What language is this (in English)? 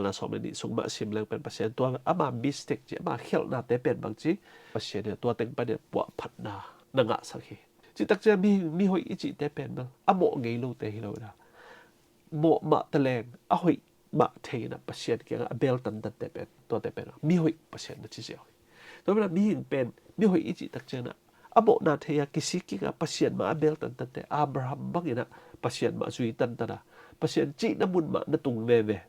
Tedim Chin